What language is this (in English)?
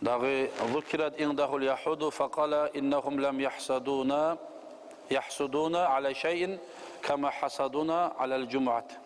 Kumyk